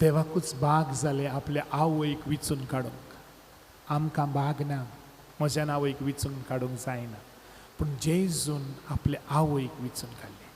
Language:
Konkani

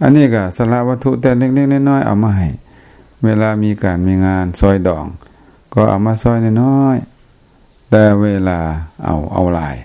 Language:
Lao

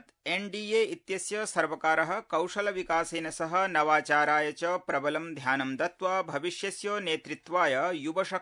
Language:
Sanskrit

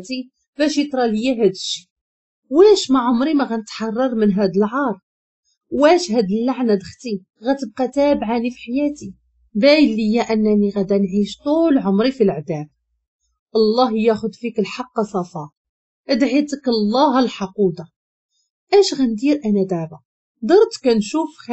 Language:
Moroccan Arabic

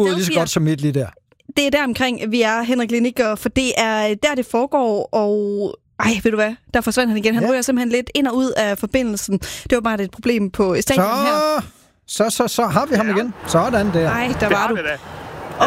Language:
Danish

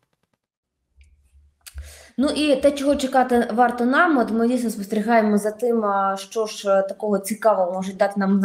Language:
Ukrainian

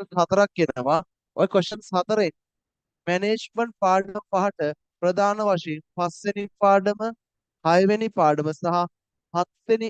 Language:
Sinhala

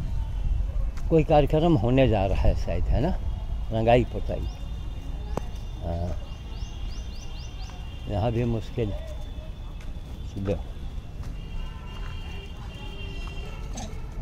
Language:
Hindi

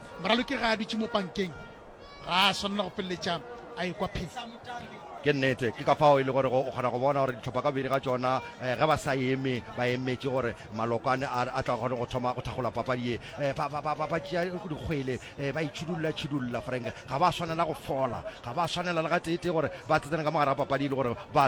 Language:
Northern Sotho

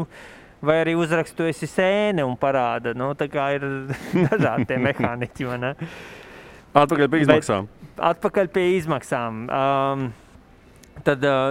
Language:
Latvian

